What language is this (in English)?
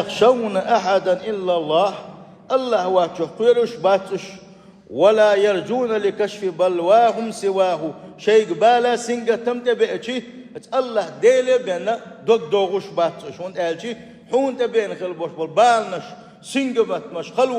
Chechen